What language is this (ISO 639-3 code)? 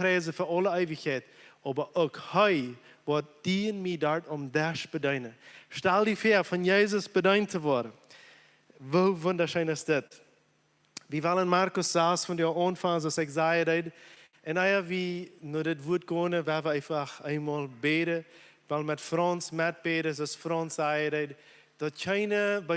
pdt